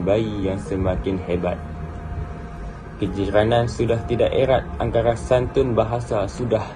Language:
Malay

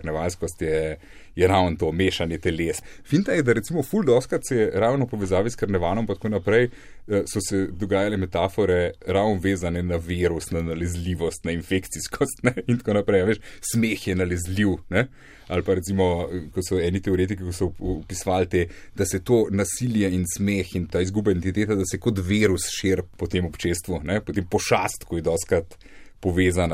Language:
Slovenian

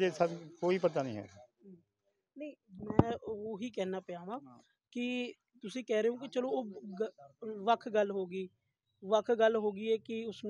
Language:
Punjabi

